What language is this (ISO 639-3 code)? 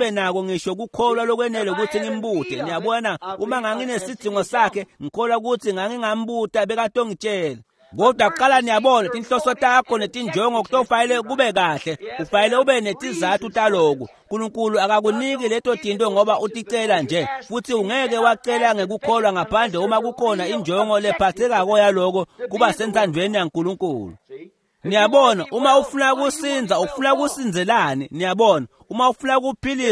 ssw